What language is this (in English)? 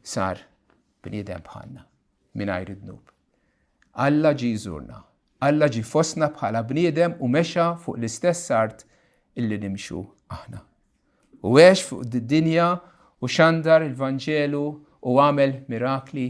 Maltese